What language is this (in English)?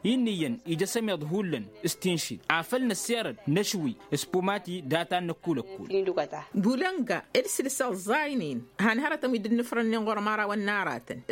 Tamasheq